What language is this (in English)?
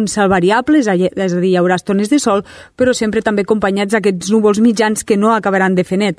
Catalan